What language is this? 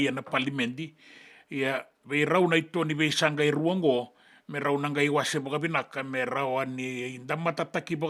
Fijian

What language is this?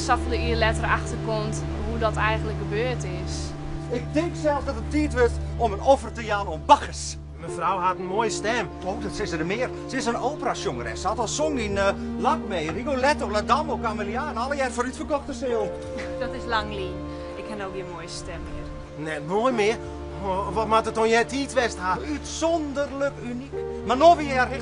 Western Frisian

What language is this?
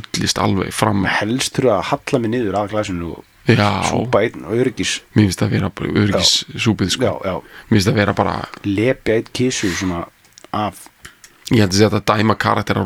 Icelandic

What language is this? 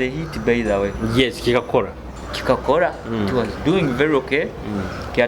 Nyoro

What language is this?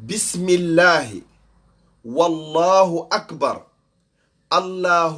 Fula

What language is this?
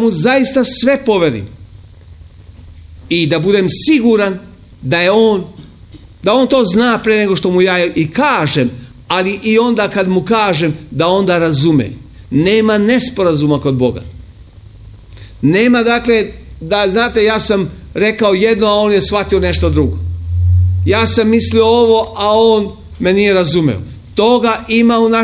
Serbian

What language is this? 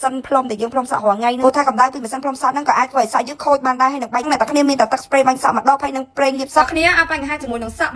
Khmer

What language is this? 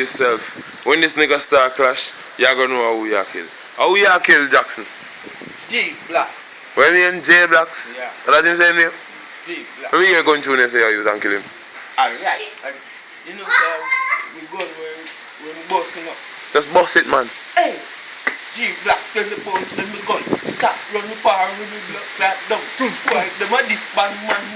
Jamaican Creole English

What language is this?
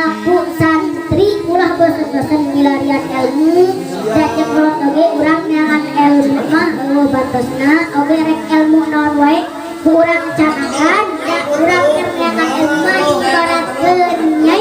Sundanese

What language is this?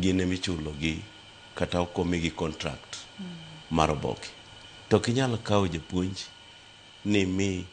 Luo (Kenya and Tanzania)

